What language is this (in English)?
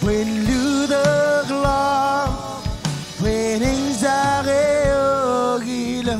Marshallese